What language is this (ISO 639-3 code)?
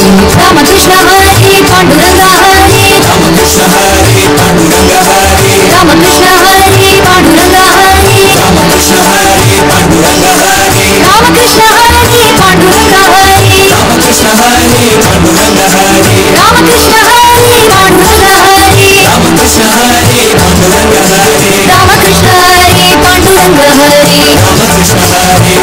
mar